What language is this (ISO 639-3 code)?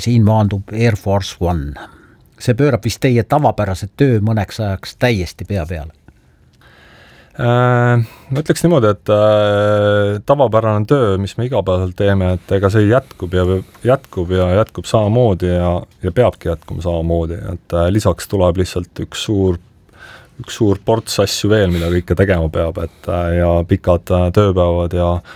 est